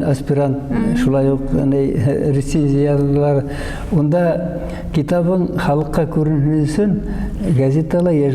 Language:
Bashkir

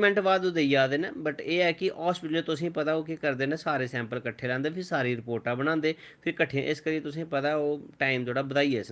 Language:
Dogri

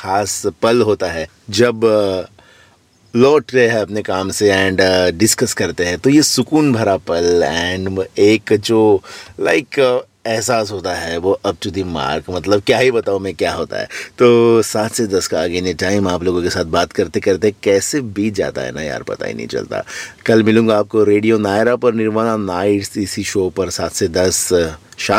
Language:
Hindi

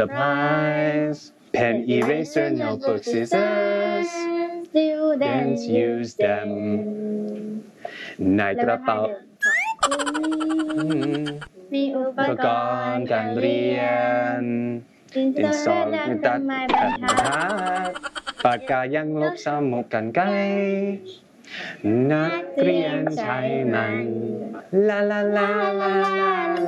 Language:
Thai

